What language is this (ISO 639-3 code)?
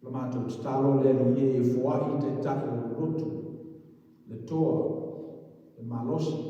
smo